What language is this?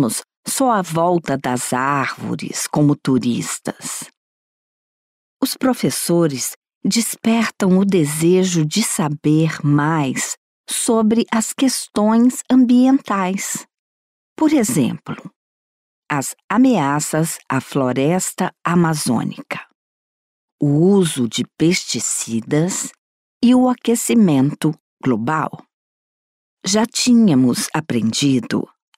Portuguese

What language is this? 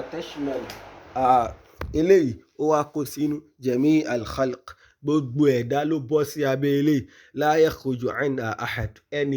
Yoruba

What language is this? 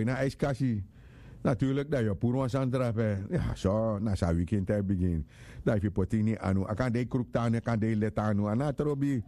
Sranan Tongo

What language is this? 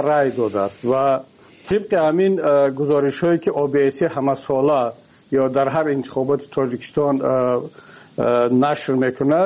Persian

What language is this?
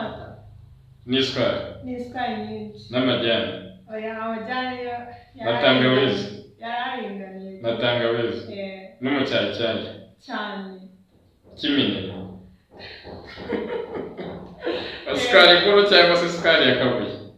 Kinyarwanda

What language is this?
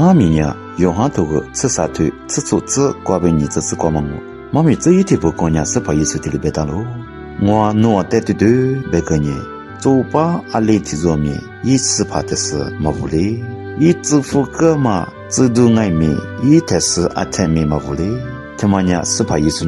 Lisu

